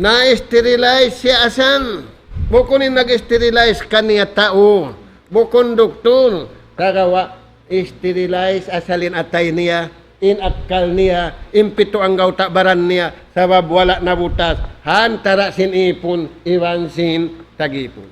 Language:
Tausug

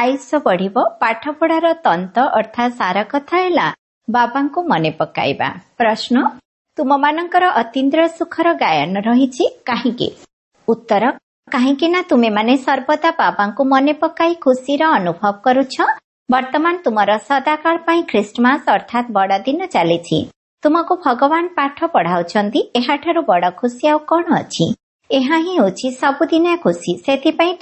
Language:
Odia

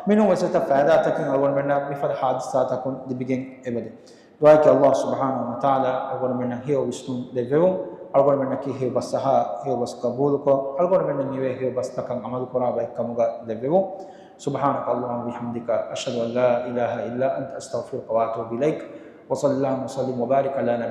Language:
Divehi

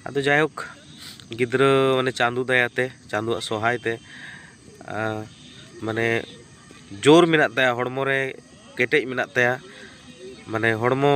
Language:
Santali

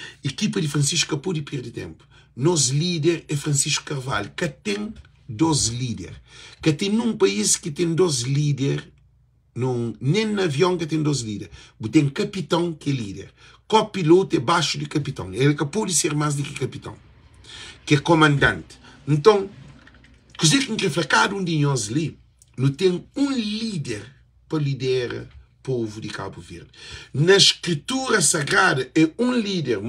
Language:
Kabuverdianu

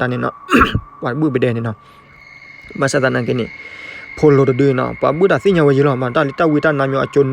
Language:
S'gaw Karen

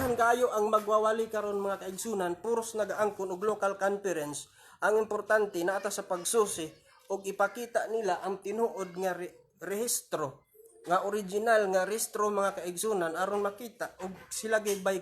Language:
Cebuano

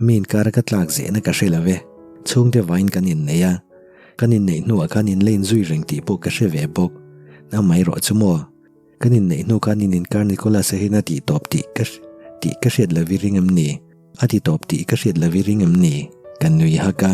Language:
Mizo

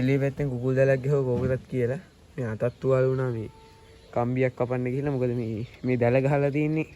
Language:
Sinhala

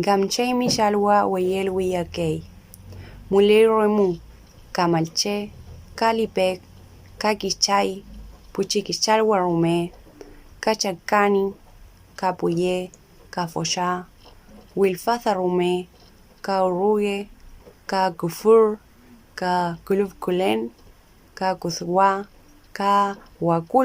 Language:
Mapuche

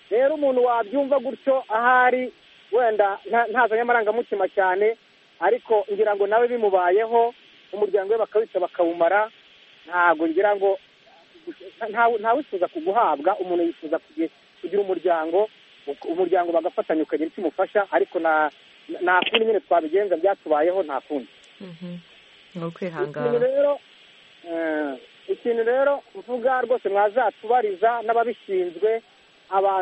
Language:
Kinyarwanda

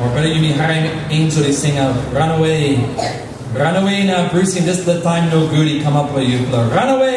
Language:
Tok Pisin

